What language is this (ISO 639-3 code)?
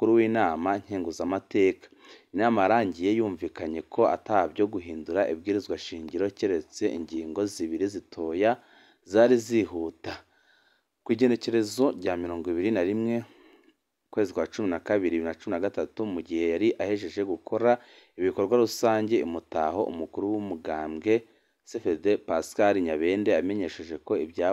run